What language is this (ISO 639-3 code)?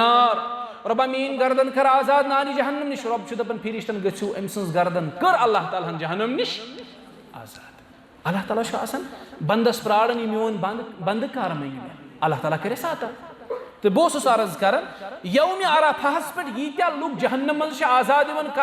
kas